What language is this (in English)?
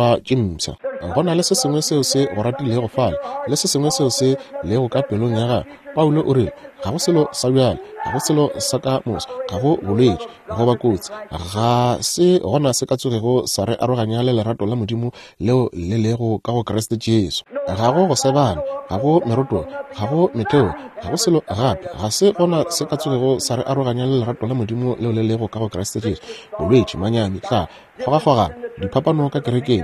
Northern Sotho